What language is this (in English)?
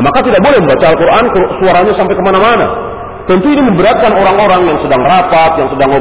Indonesian